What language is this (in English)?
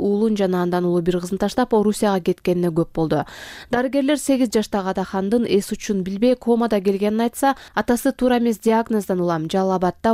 Kyrgyz